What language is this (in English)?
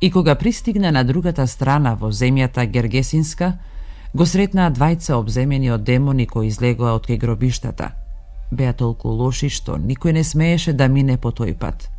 Macedonian